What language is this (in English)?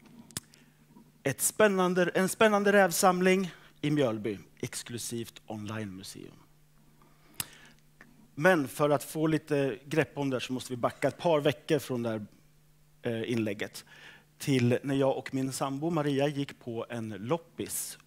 Swedish